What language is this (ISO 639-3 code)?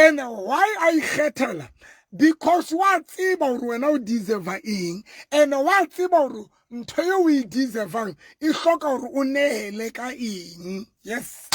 sot